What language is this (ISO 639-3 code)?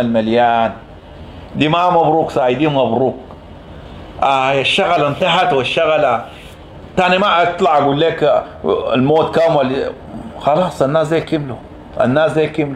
apd